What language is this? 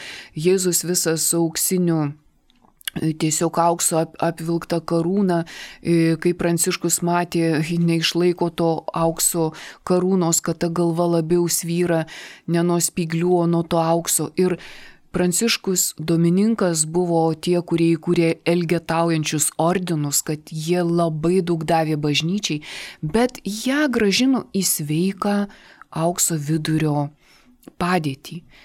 Lithuanian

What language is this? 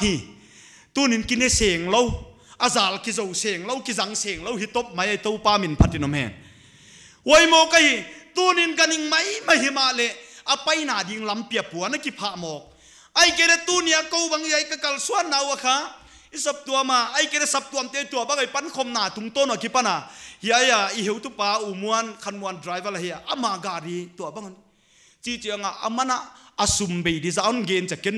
Paite Chin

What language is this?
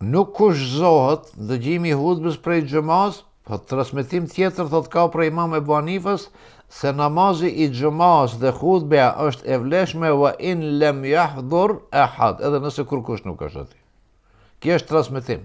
Albanian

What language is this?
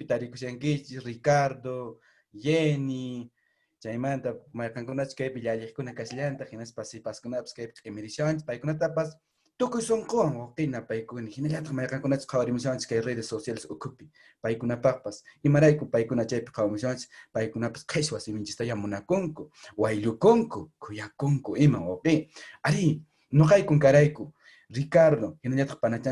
Quechua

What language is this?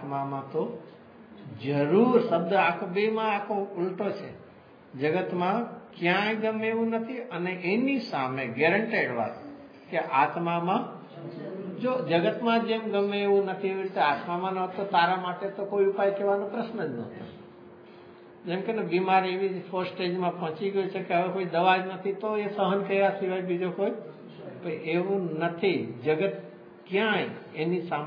Gujarati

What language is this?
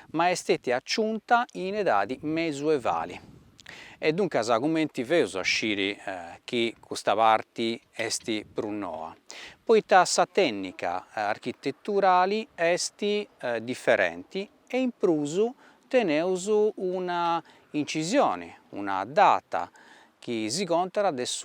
Sardinian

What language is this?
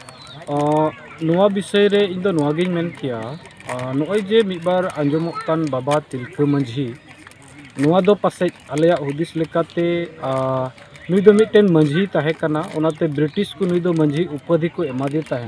Santali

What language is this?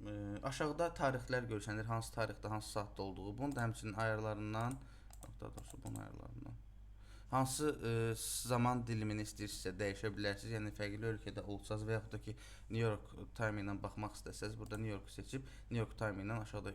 Azerbaijani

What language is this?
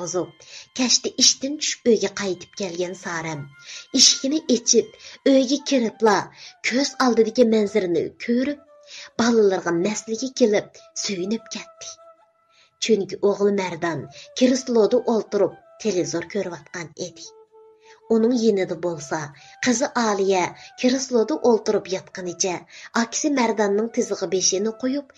Uyghur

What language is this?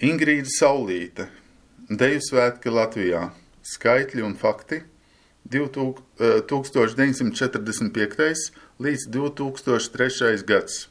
Latvian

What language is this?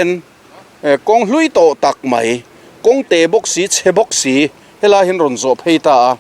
Mizo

